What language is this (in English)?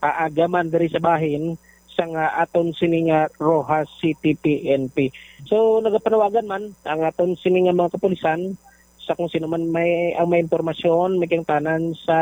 Hiligaynon